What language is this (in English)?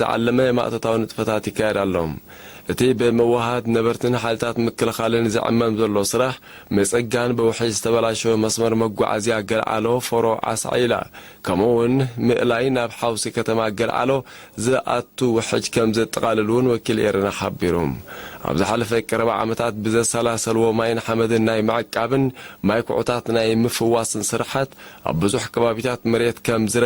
Tigrinya